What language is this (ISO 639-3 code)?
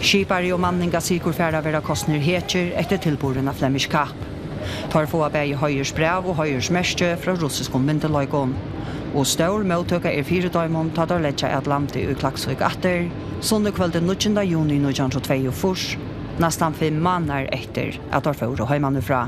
fao